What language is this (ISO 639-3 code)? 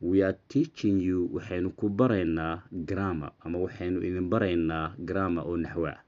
som